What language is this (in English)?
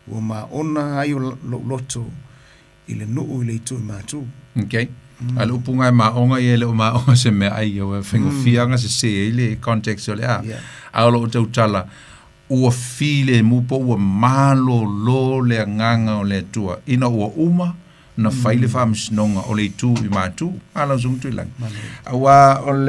Samoan